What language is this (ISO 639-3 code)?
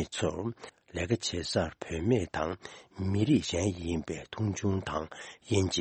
bod